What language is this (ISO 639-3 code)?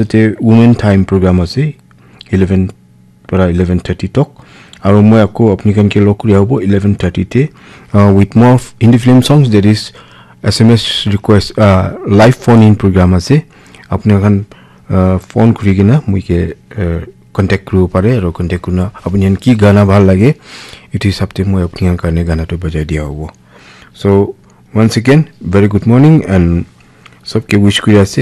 nag